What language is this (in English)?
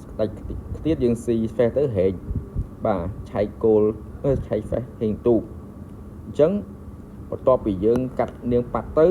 Khmer